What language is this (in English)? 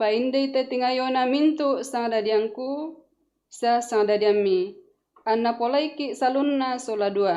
Toraja-Sa'dan